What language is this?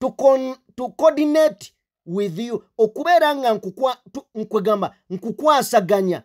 Ganda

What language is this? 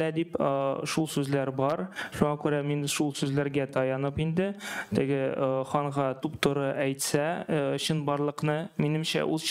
Tatar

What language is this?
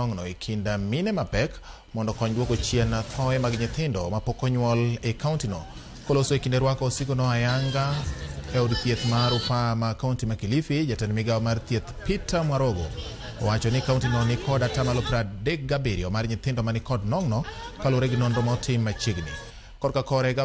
Luo (Kenya and Tanzania)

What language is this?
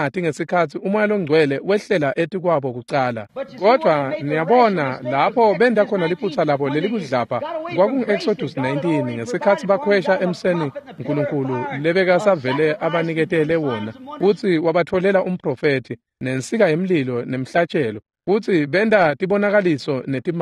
Swati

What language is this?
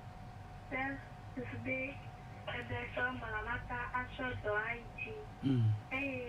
Ewe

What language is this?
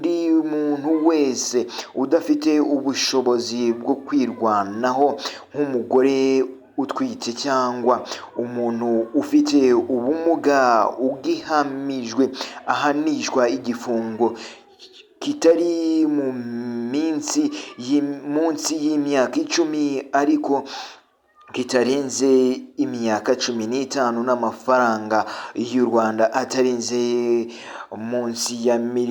Kinyarwanda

